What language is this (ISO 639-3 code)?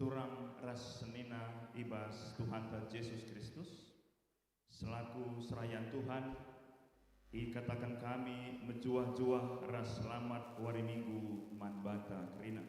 btx